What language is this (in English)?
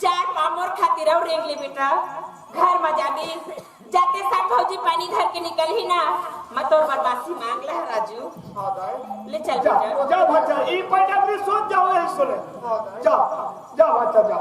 Chhattisgarhi